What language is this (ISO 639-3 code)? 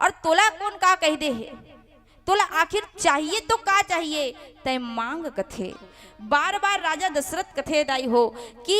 hne